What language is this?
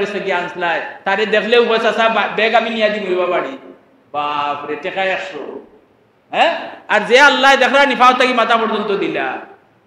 Sylheti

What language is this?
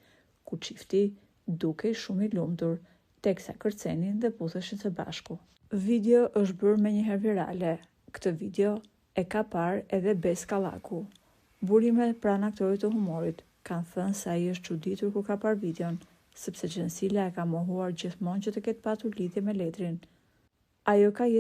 Albanian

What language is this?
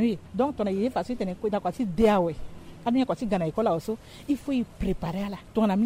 Sango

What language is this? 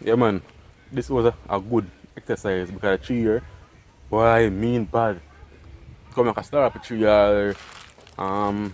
Jamaican Creole English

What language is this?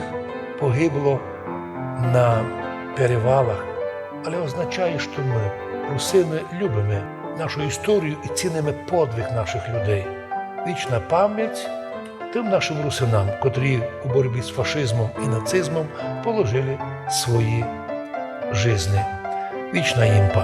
Rusyn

